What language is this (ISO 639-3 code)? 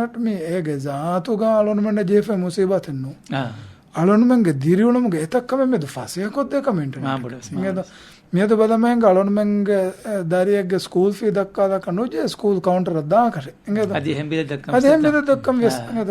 div